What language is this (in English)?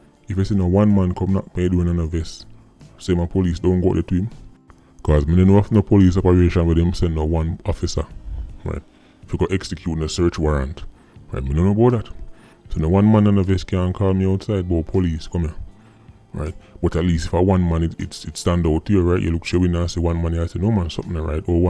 Jamaican Creole English